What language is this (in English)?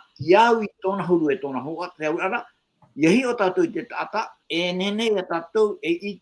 Tahitian